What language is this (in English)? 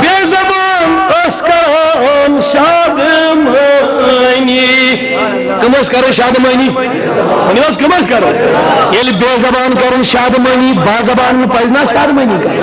Kashmiri